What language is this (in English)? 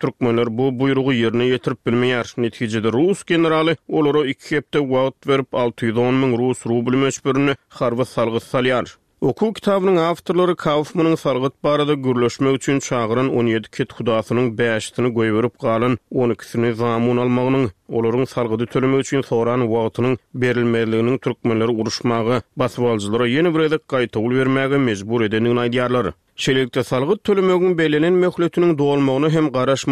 Turkmen